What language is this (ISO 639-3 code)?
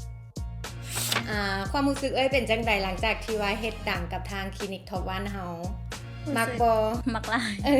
lao